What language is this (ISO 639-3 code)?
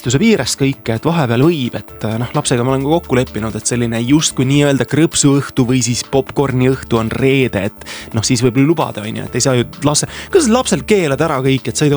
est